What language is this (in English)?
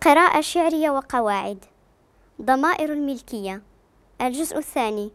Moroccan Arabic